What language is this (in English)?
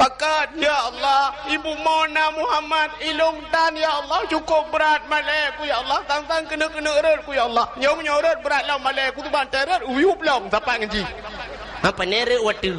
Achinese